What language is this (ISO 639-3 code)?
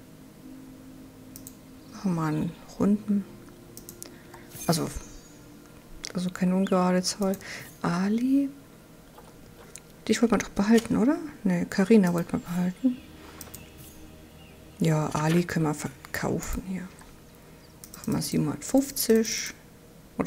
deu